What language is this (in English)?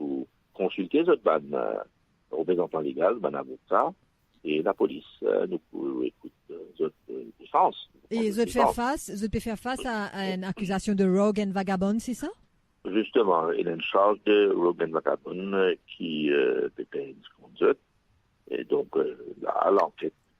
Morisyen